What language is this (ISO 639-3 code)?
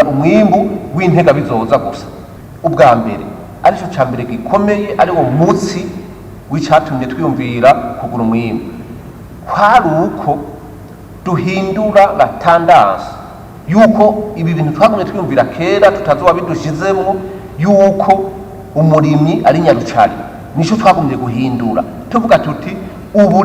run